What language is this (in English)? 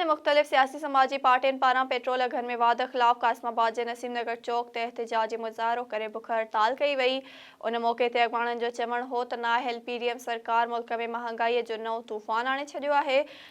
Sindhi